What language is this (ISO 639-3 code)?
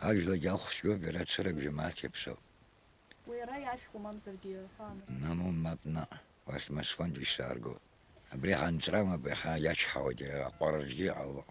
abk